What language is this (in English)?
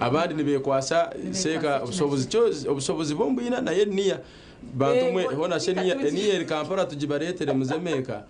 Nyankole